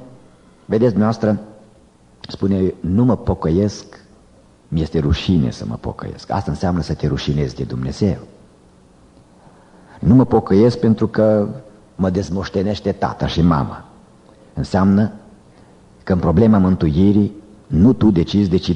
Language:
Romanian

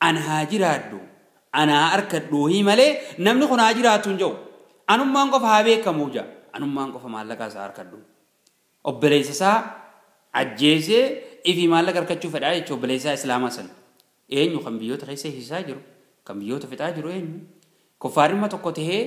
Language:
Oromo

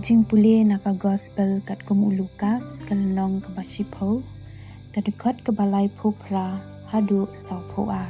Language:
Khasi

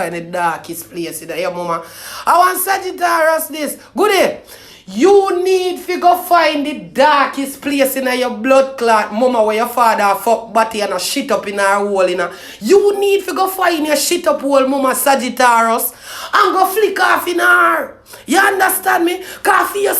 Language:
Jamaican Creole English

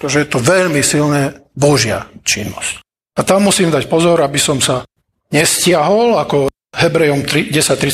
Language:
Slovak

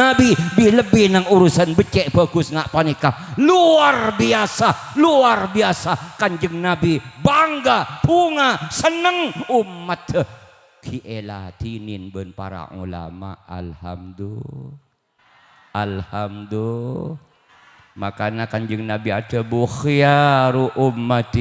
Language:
Madurese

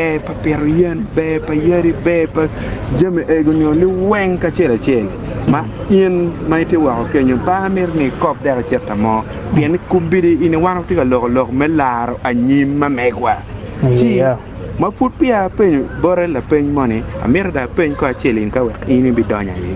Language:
Acoli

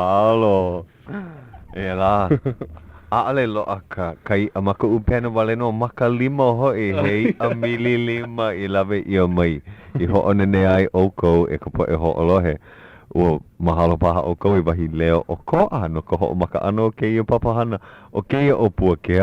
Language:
Hawaiian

